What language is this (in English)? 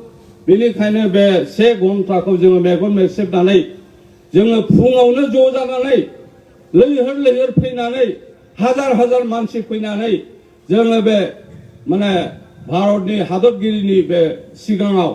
Bodo